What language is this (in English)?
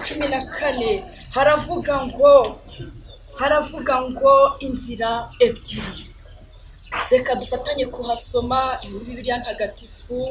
Kinyarwanda